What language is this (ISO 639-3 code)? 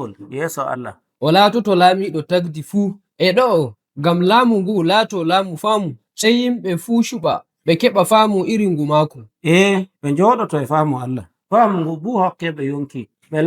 fuv